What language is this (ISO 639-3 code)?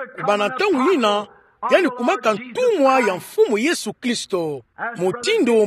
ktu